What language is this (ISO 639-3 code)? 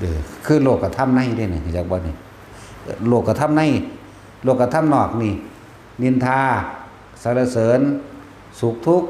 tts